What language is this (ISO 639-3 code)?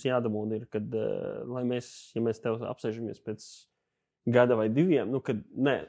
lav